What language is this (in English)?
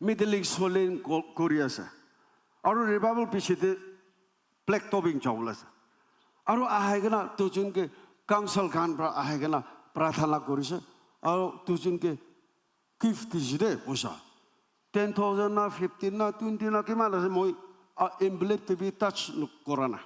Naga Pidgin